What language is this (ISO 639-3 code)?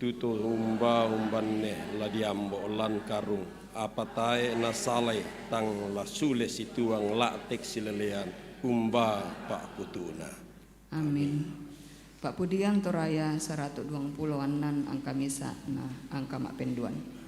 sda